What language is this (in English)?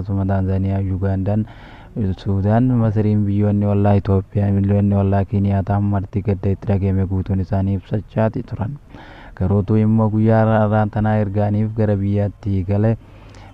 Oromo